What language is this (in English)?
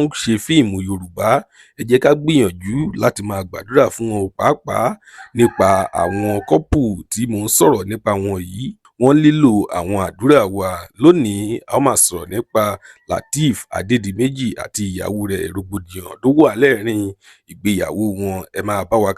Yoruba